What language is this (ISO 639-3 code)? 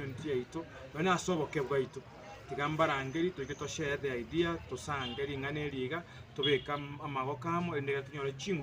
guz